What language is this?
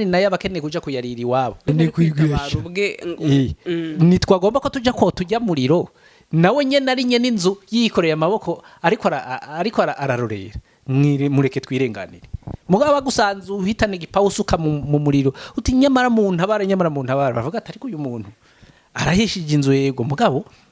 Rundi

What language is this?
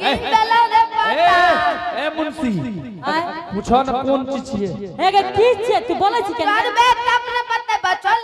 Angika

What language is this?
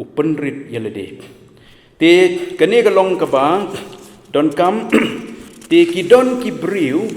Khasi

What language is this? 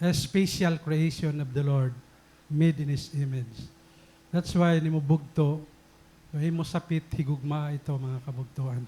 Waray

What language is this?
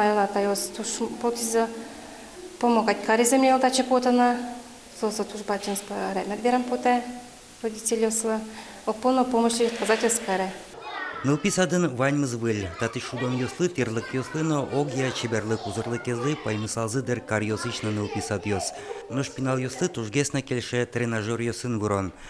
Udmurt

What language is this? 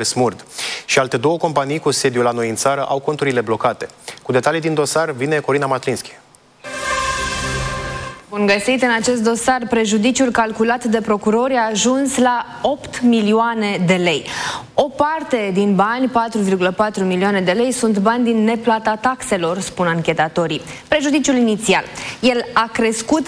Romanian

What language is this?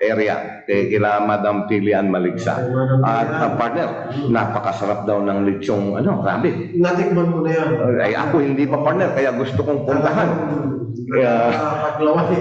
Pangasinan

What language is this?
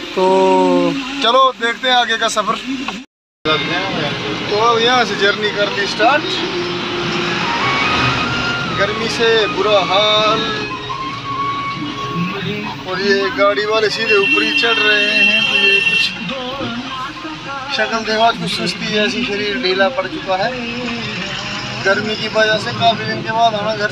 Hindi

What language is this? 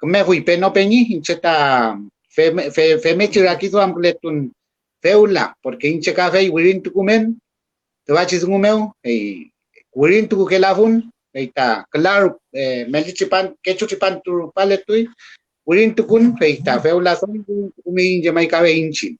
Mapuche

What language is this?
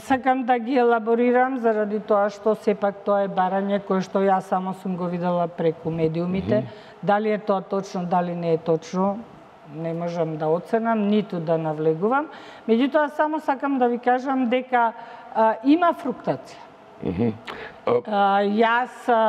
Macedonian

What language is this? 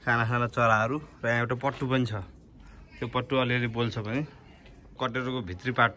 Nepali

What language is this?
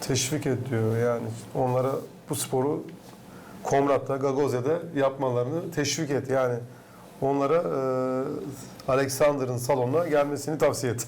Gagauz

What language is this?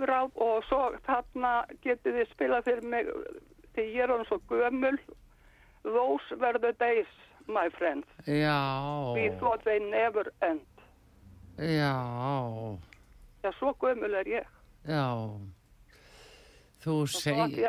Icelandic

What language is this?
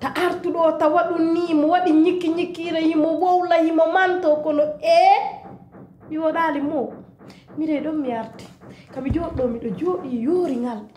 Pular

